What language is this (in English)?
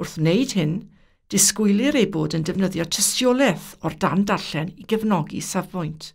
Welsh